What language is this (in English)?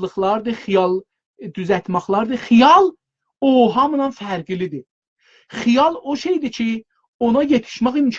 South Azerbaijani